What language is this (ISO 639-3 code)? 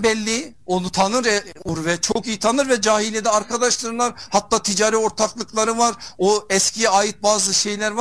tur